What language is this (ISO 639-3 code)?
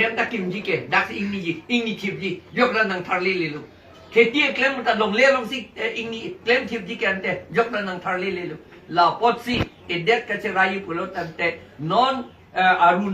mjw